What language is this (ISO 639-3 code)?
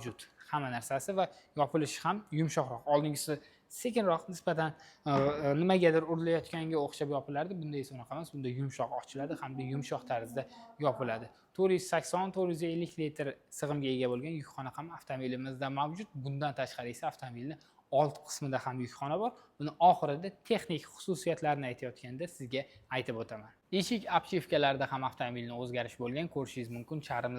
uzb